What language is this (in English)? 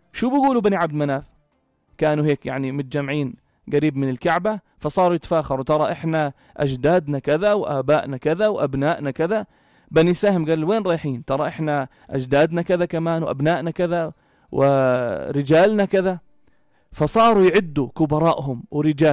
North Levantine Arabic